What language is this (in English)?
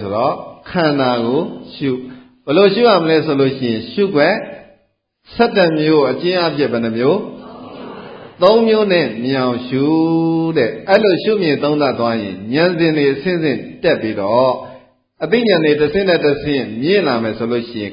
Burmese